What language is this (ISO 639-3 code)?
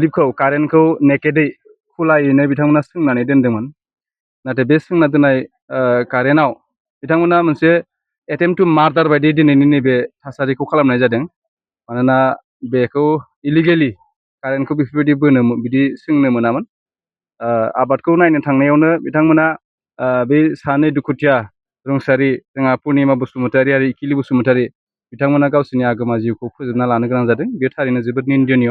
brx